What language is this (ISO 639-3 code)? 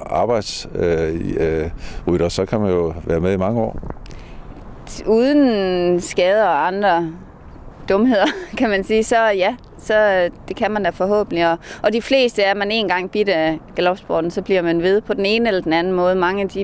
dan